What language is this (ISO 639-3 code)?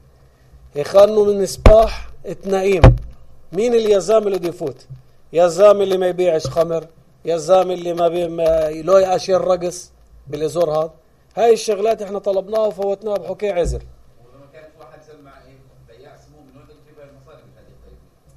apc